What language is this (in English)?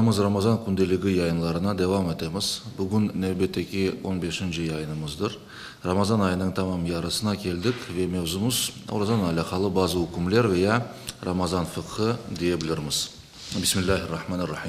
Crimean Tatar